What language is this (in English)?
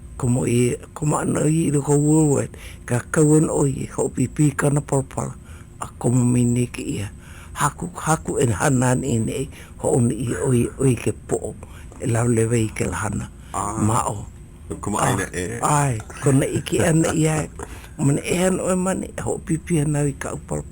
Hawaiian